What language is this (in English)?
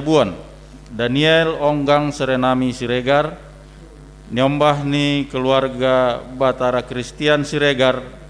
Batak Simalungun